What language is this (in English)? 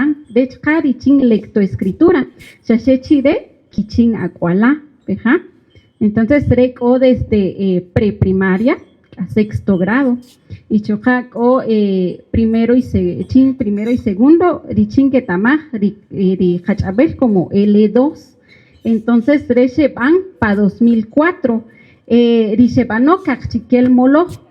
Kaqchikel